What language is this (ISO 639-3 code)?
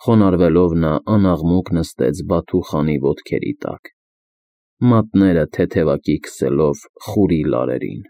hye